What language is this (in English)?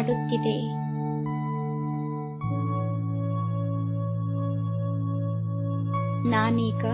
Kannada